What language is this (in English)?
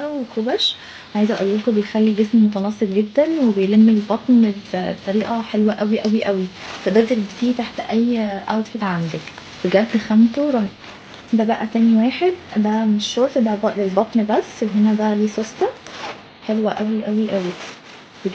Egyptian Arabic